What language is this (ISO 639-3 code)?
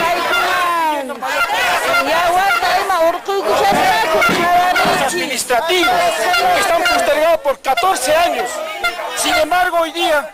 que